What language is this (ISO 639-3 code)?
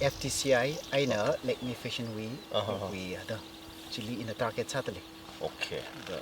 nmf